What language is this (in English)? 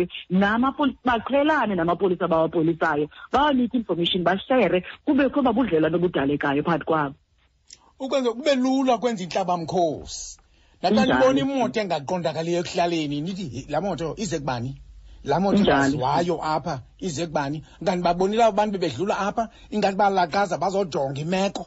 Xhosa